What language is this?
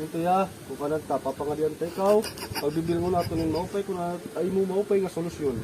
Waray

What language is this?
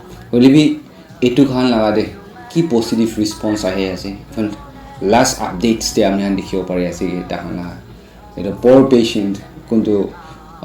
Naga Pidgin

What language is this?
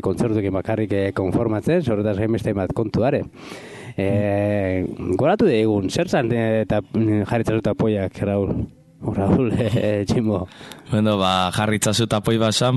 Basque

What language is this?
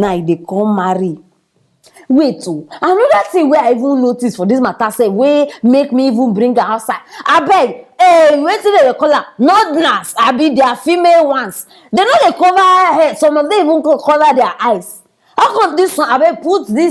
Nigerian Pidgin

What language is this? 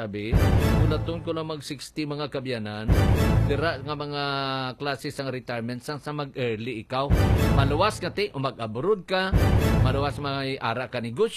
Hiligaynon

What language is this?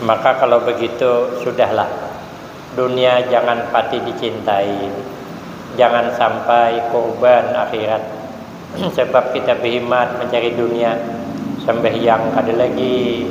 Banjar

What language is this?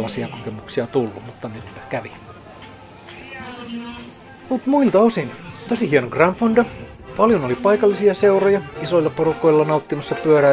Finnish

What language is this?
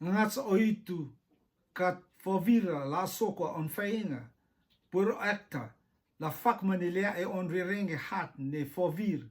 Rotuman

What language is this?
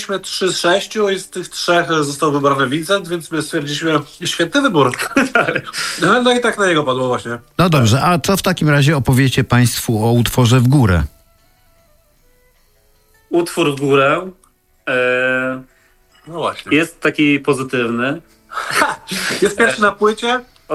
Polish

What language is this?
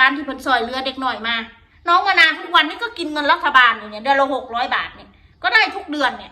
Northeastern Thai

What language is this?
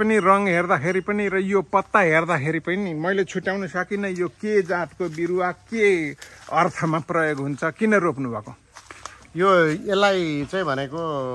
Nepali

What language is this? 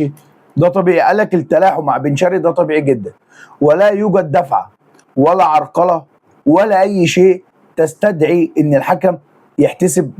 Egyptian Arabic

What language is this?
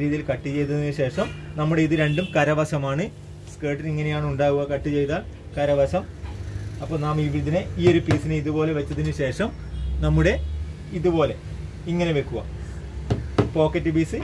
Malayalam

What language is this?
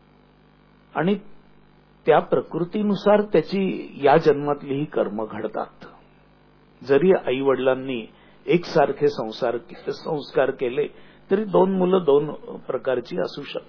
Marathi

